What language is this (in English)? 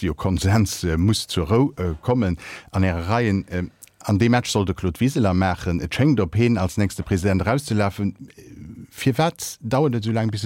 Luxembourgish